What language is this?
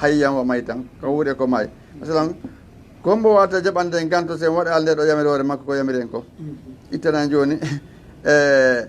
Fula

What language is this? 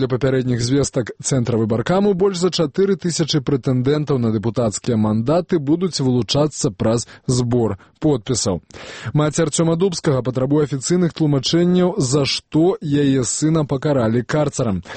Belarusian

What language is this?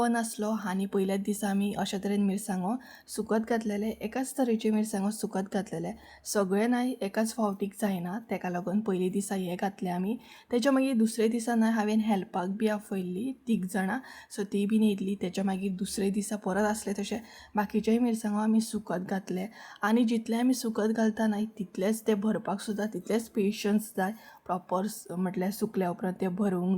Konkani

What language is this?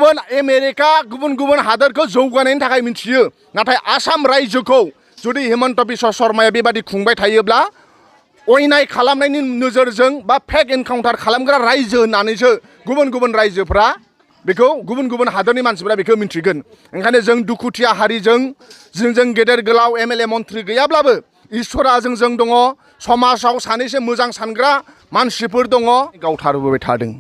Bodo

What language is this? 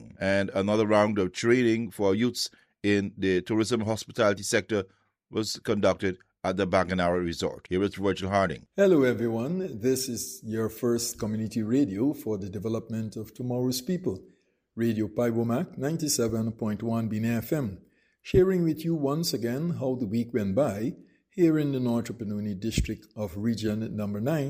English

